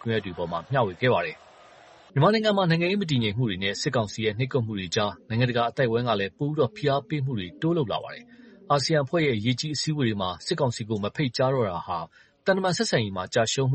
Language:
Burmese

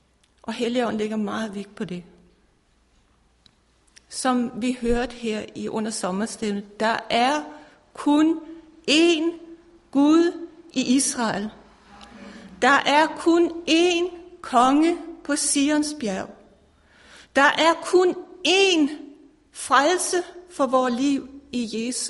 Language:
Danish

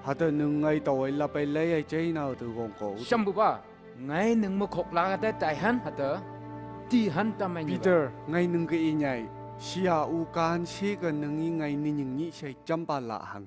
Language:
Phom Naga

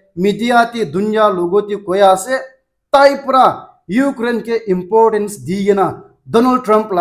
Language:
Naga Pidgin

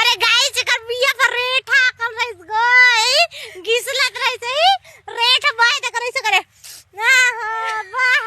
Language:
Chhattisgarhi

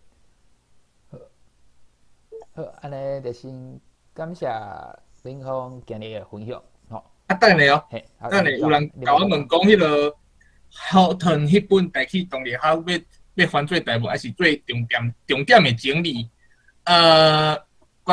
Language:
Min Nan Chinese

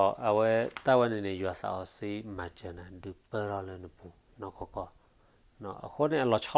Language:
S'gaw Karen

